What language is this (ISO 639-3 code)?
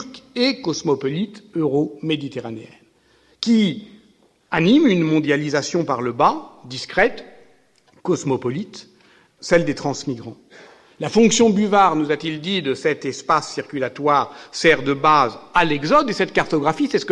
fra